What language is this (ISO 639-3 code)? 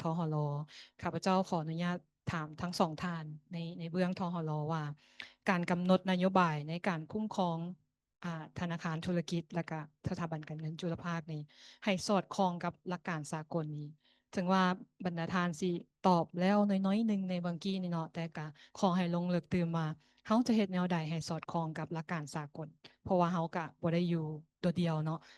lao